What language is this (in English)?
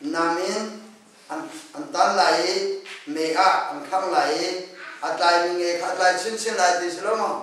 Hakha Chin